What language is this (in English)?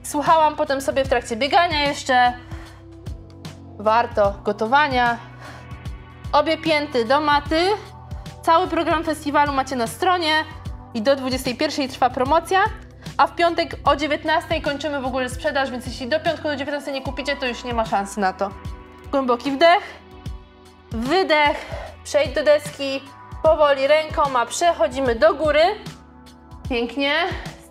Polish